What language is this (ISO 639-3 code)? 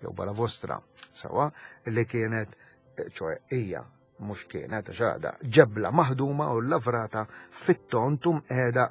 mlt